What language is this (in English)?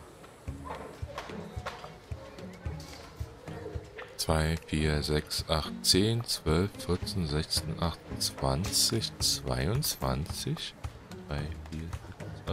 German